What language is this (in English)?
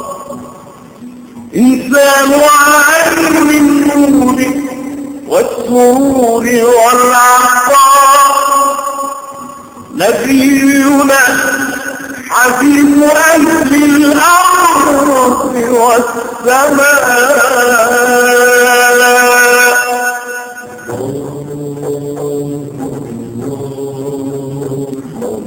Arabic